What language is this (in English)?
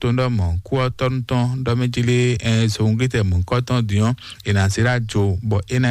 Fon